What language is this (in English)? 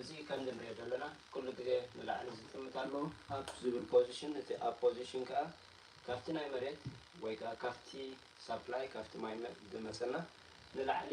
Tigrinya